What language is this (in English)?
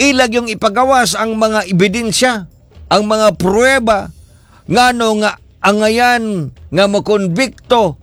Cebuano